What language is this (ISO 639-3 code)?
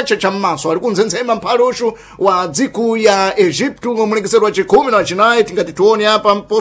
seh